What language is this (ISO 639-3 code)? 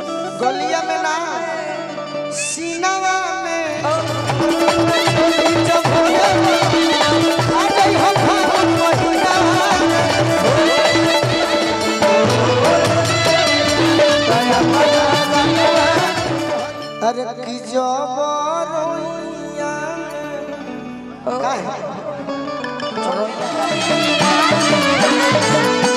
bho